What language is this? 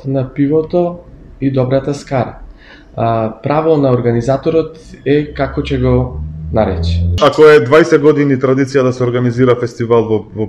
Macedonian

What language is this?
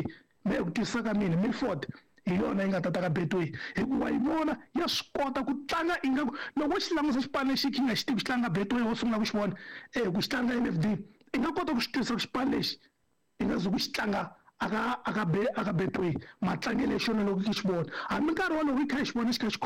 Tsonga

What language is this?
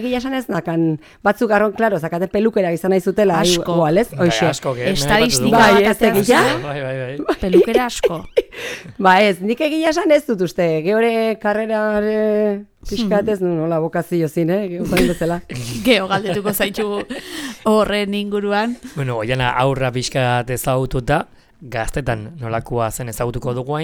Basque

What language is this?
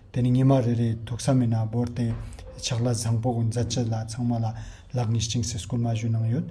Ladakhi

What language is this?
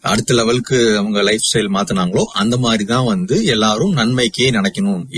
Tamil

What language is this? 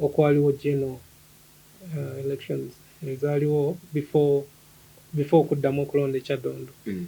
Ganda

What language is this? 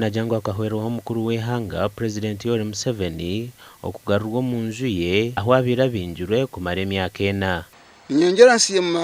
Nyankole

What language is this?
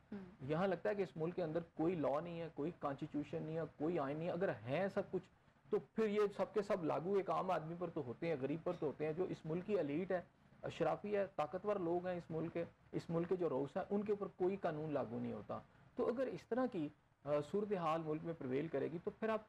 Urdu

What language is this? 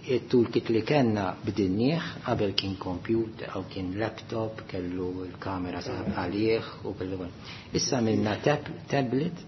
Maltese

